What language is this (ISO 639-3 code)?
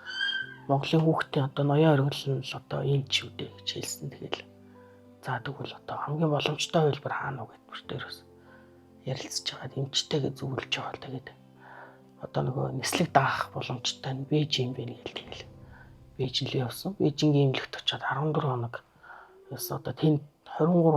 mon